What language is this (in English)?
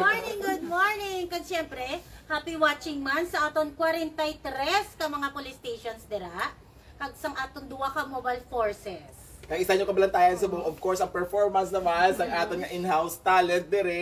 Hiligaynon